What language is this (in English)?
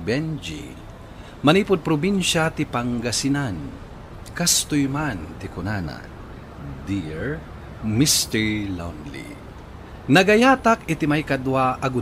Iloko